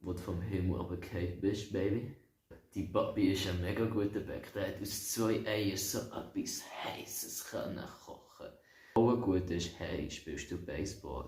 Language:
Swiss German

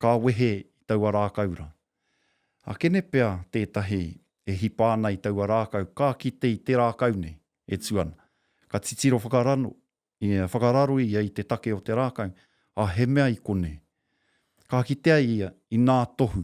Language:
Māori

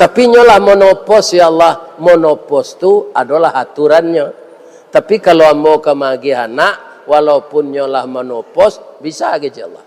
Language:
Minangkabau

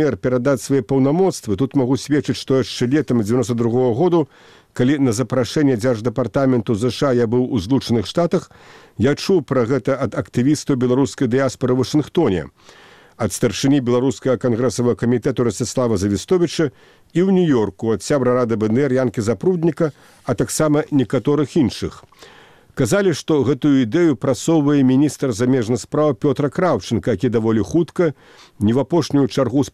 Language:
Belarusian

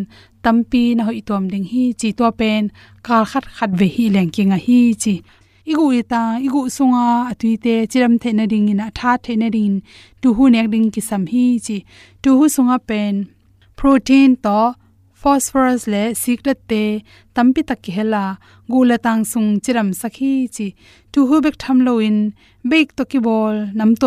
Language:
Tedim Chin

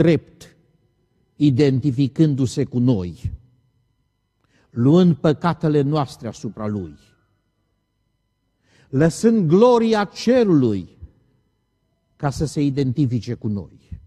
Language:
Romanian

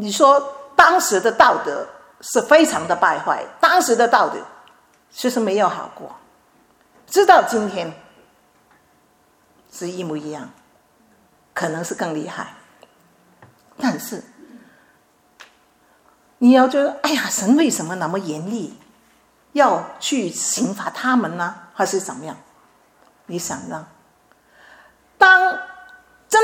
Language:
Chinese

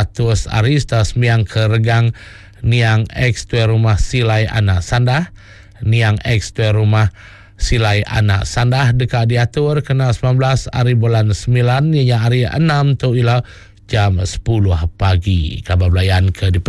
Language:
Iban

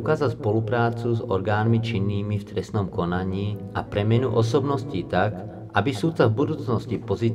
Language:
Slovak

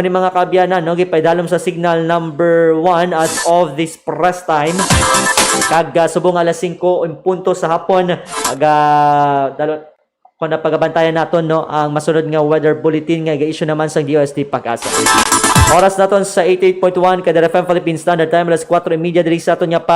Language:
Hiligaynon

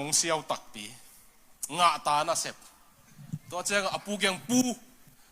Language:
Tedim Chin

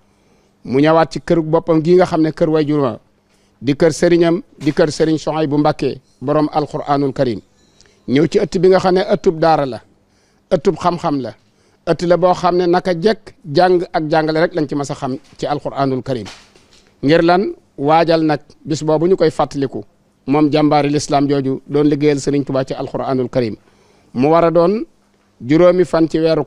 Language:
Wolof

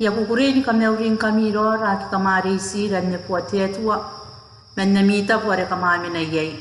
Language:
Gilbertese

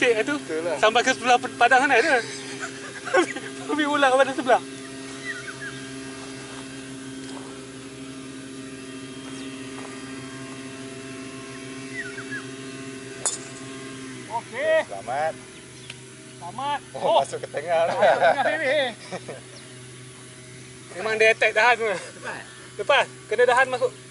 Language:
Malay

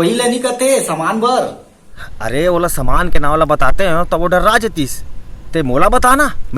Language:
Chhattisgarhi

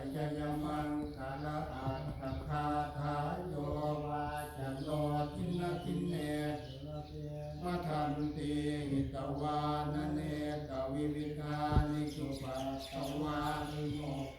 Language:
Pali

